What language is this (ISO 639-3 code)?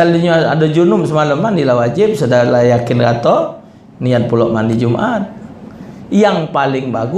mui